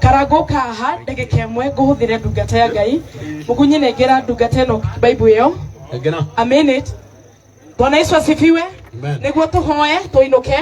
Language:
Kikuyu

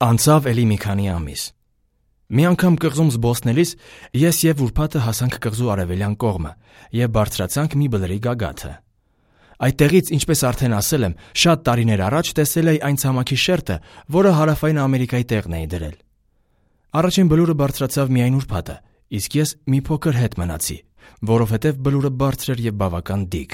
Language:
Armenian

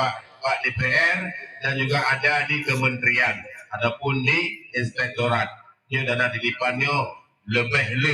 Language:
Achinese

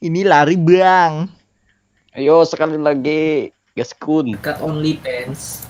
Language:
Banjar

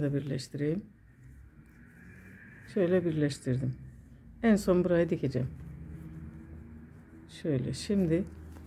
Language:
Turkish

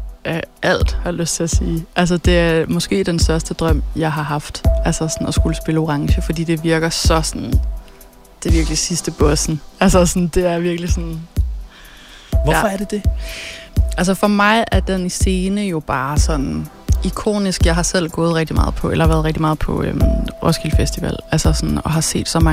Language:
Danish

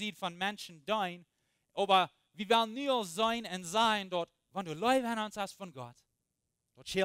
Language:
Plautdietsch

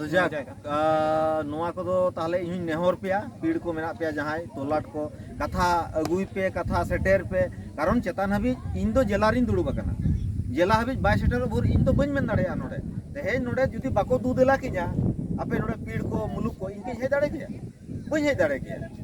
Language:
Santali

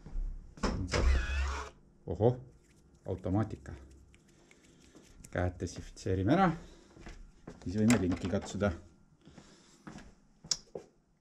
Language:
Estonian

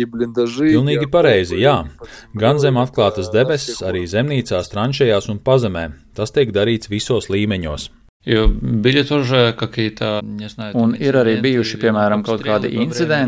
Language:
Latvian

